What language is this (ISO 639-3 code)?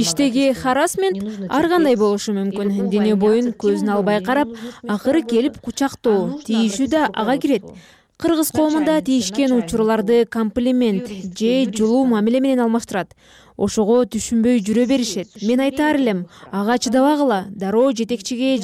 kir